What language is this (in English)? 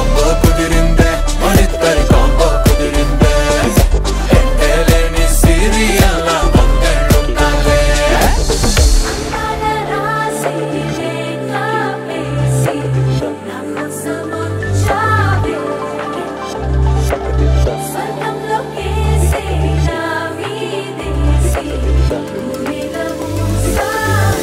Telugu